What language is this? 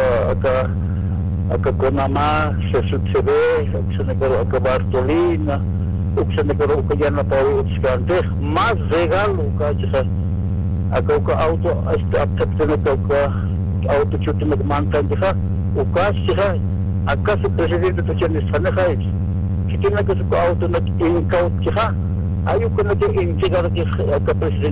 Aymara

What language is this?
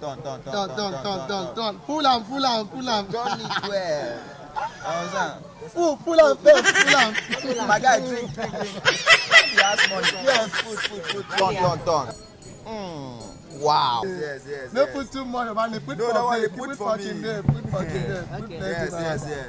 Nigerian Pidgin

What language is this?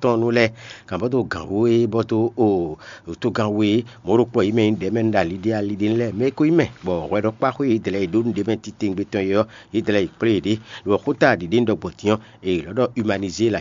Fon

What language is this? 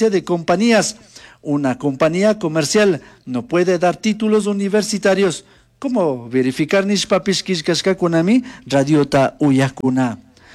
Chimborazo Highland Quichua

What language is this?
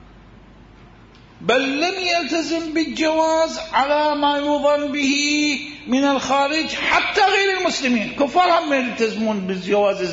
Arabic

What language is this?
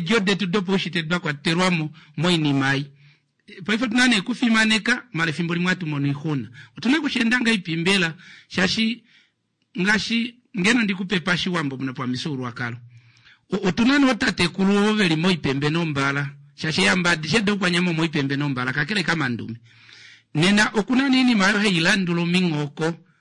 Kuanyama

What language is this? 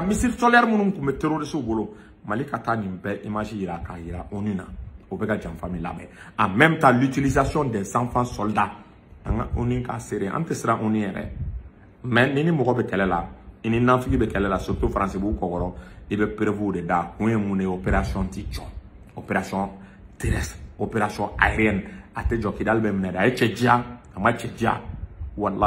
Bambara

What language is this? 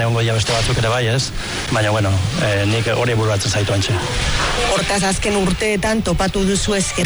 Basque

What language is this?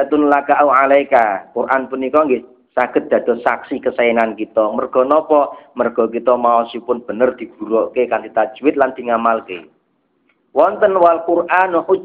Javanese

